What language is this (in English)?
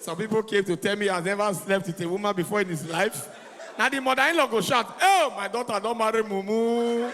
Nigerian Pidgin